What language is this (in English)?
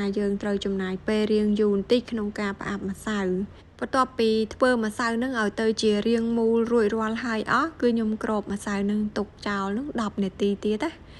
Khmer